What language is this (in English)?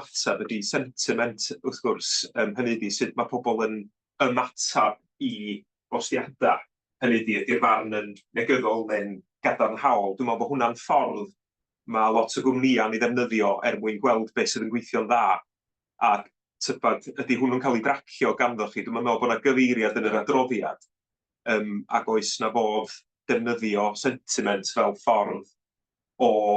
Welsh